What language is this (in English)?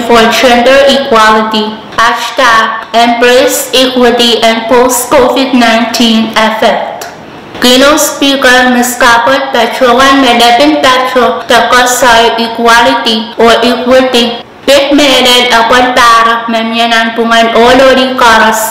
Pohnpeian